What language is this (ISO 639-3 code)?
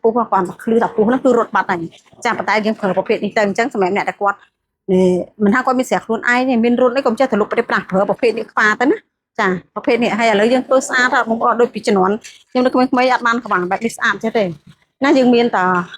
khm